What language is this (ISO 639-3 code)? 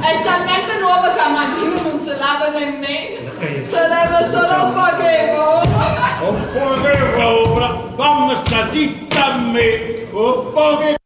nap